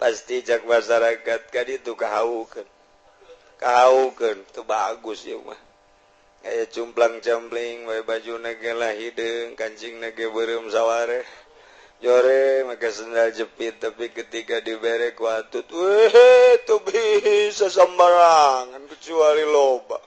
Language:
Sundanese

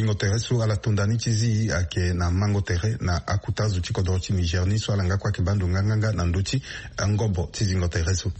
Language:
Sango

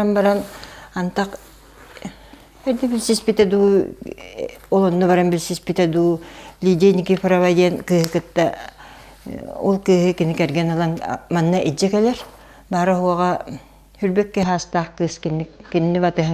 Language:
Yakut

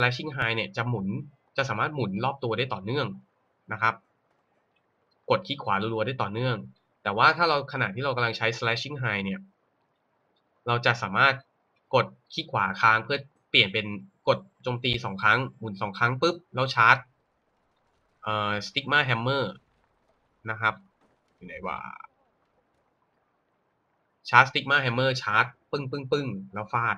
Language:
Thai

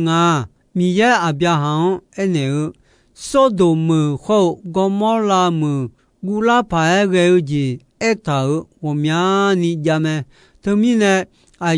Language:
Akha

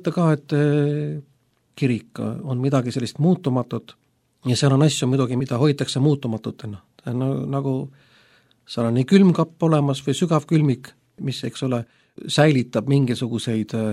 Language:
Estonian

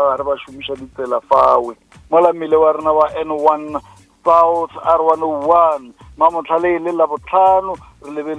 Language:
Northern Sotho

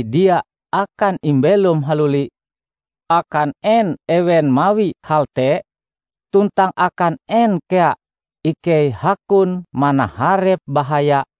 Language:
Ngaju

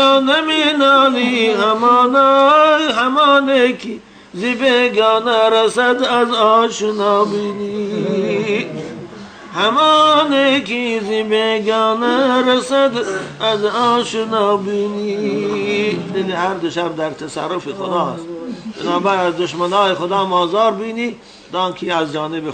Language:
Tajik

